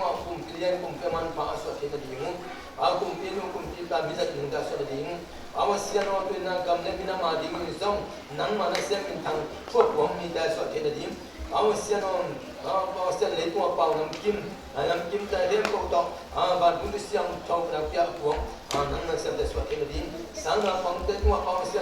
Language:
Tedim Chin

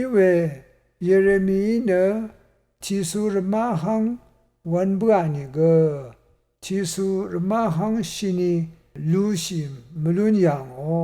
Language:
Rawang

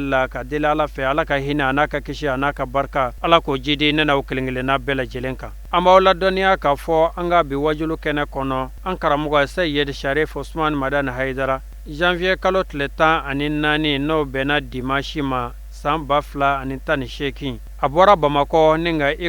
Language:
Bambara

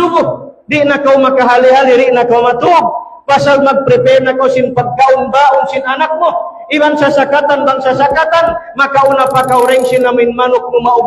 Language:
Tausug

